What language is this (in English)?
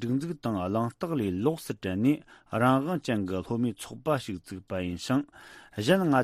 Tibetan